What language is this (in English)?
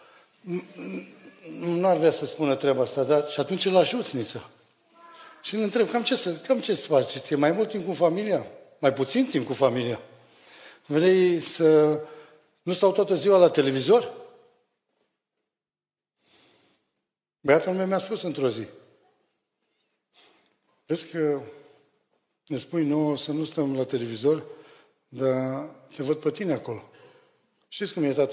Romanian